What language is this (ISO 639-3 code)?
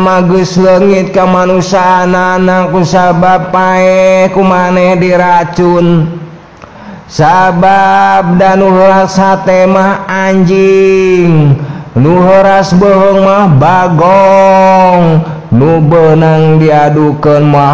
sun